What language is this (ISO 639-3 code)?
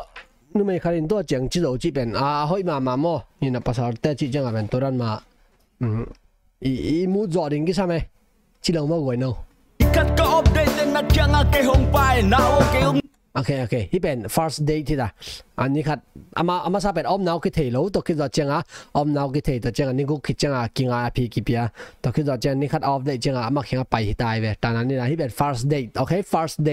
ctd